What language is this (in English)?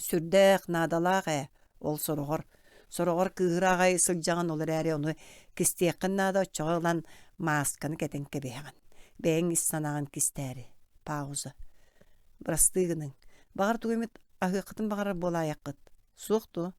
Yakut